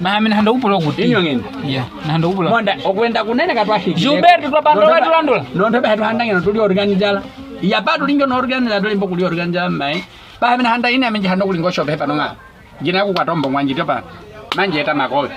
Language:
Nyaneka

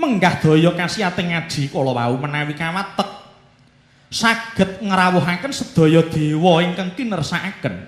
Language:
Javanese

